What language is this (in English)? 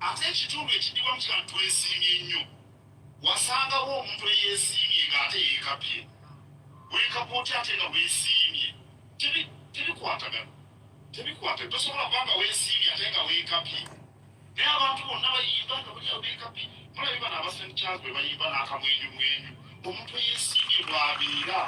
Ganda